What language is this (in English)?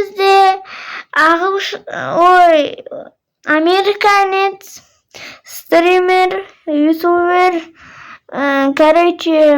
Kazakh